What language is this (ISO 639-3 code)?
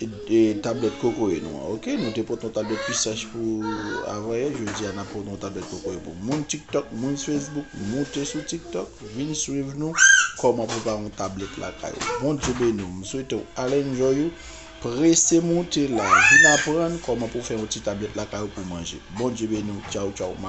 hat